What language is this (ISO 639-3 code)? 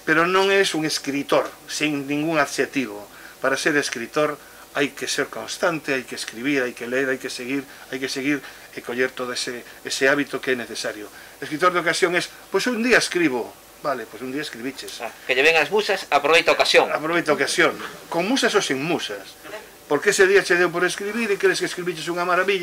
glg